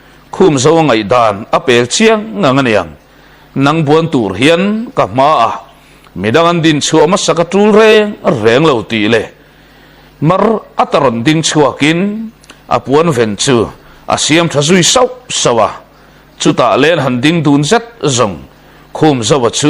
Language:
Mizo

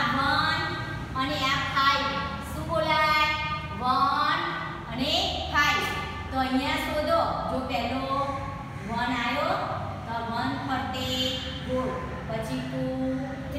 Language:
Gujarati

